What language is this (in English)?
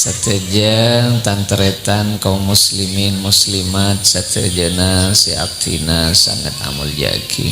Madurese